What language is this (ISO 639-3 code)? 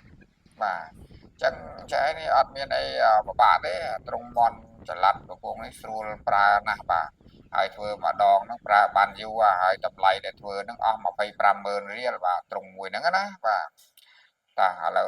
khm